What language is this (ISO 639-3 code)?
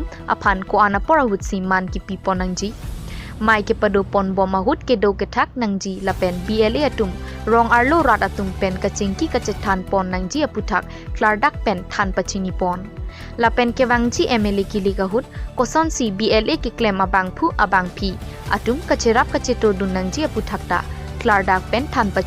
mjw